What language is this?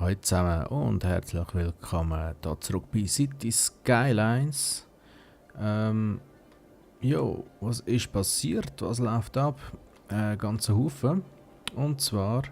Swiss German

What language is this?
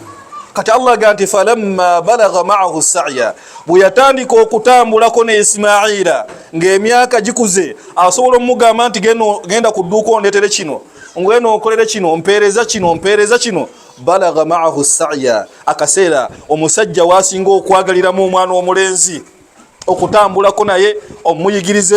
Ganda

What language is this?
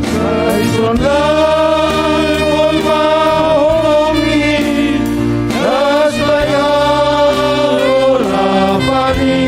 Batak Simalungun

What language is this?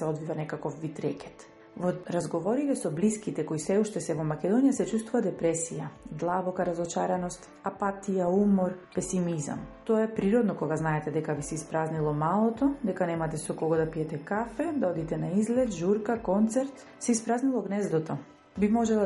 Macedonian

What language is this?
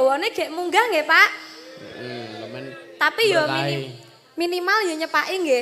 Javanese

